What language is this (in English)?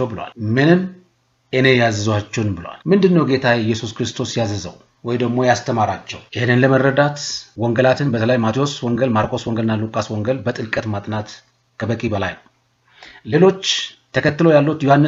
Amharic